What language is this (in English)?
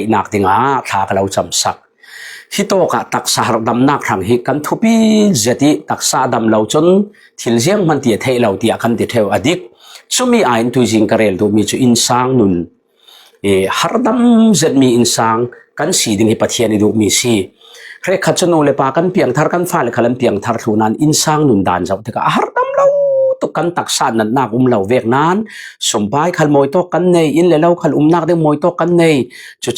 Falam Chin